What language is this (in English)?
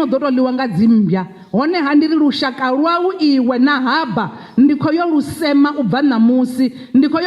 Venda